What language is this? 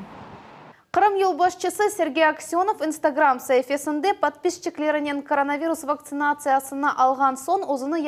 Crimean Tatar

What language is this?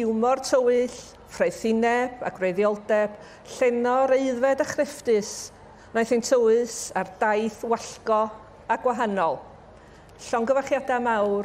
Welsh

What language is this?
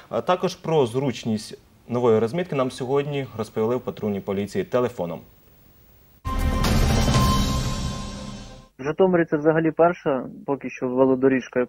Ukrainian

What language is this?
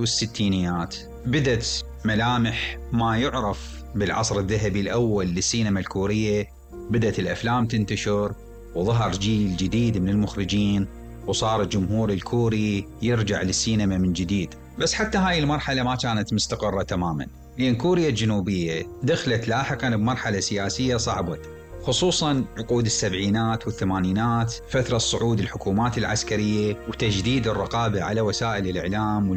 Mesopotamian Arabic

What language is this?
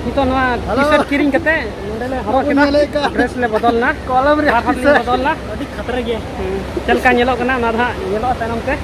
Santali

